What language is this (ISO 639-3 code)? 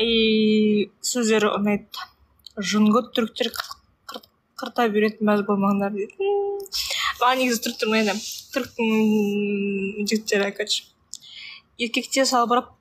kaz